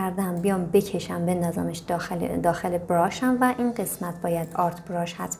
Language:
Persian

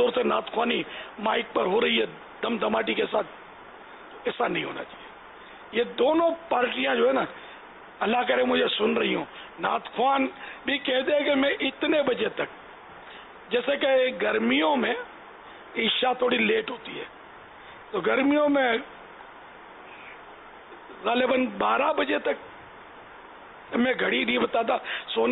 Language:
Urdu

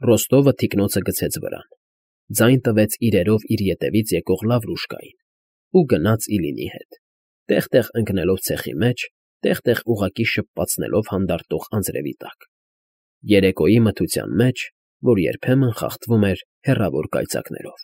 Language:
Armenian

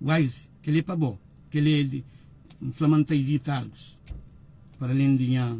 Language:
Kabuverdianu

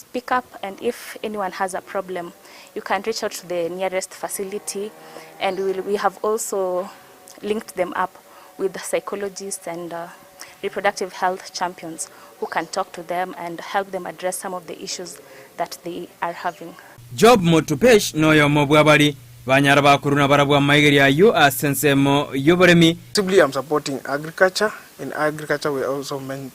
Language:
Gusii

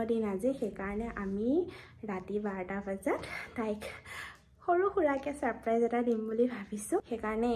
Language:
Assamese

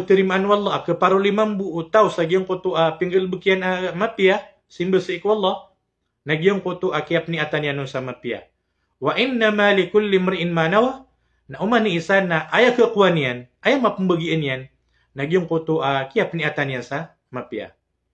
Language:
Maranao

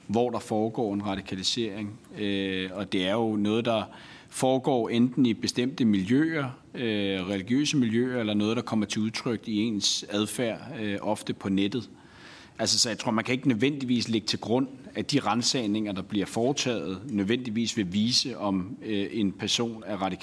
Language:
Danish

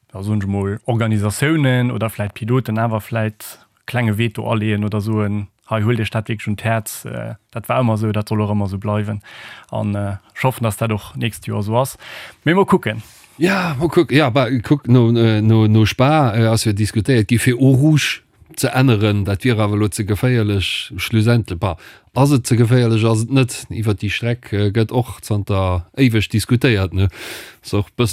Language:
Luxembourgish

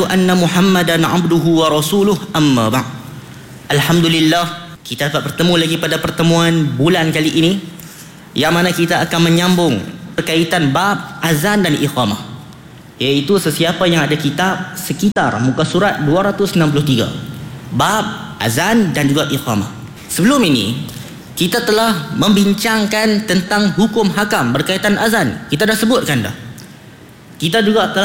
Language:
Malay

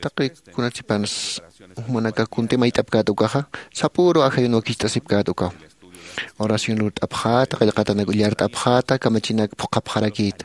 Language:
Aymara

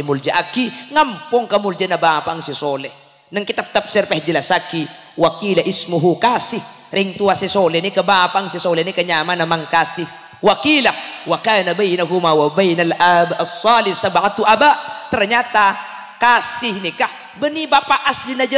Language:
Madurese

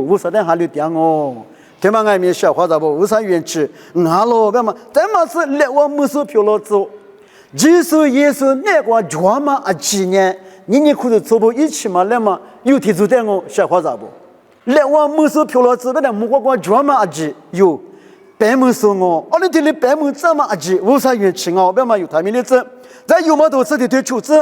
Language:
Lisu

